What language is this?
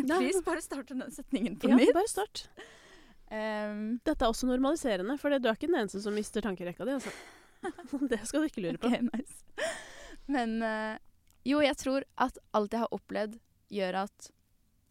Norwegian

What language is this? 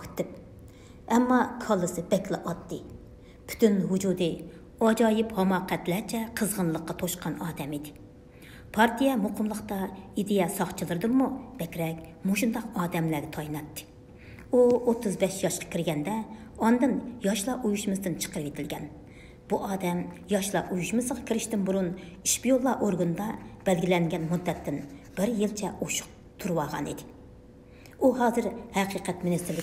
Uyghur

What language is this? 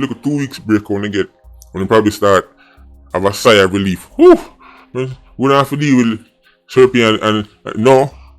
Jamaican Creole English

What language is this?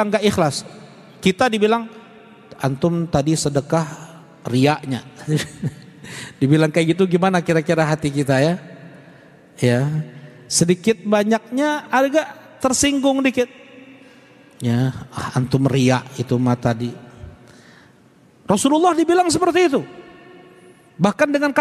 Indonesian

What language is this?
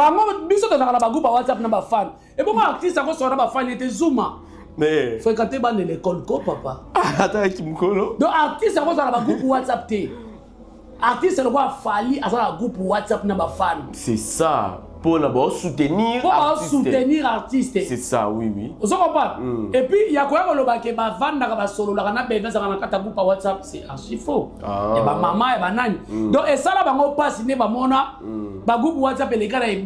Lingala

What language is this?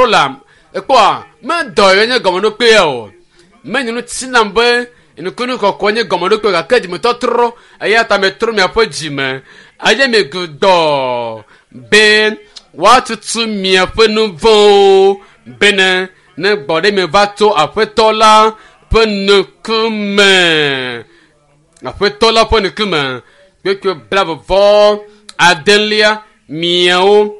Ewe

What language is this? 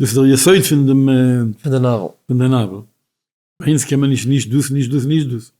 Yiddish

